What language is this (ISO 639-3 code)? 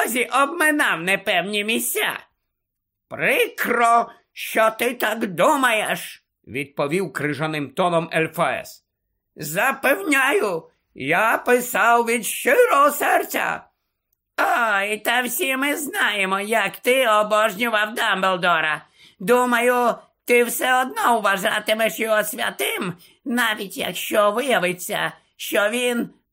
ukr